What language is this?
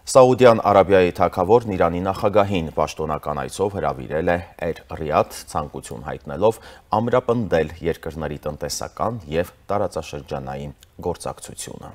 Armenian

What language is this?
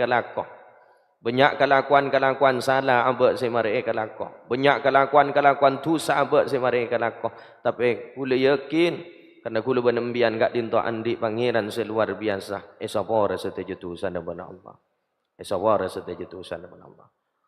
Madurese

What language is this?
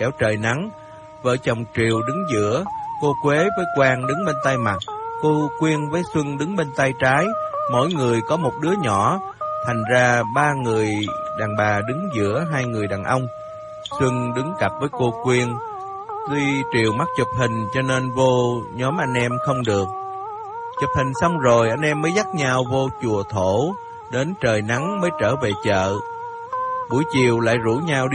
Vietnamese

